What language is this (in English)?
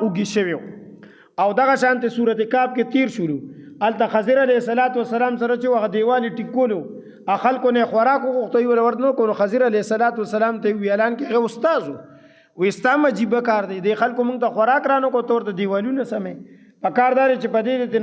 Pashto